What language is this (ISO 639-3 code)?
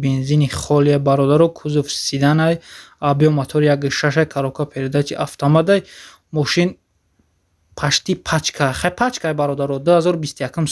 tgk